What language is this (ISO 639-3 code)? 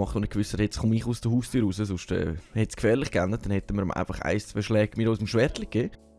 gsw